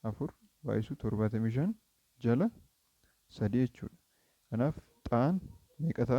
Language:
Oromo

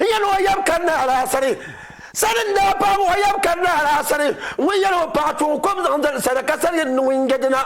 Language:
Dagbani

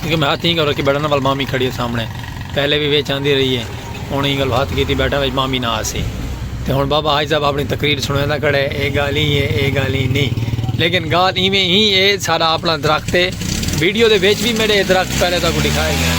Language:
Saraiki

